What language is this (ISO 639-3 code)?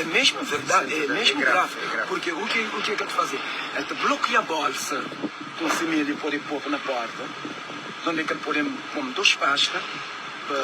kea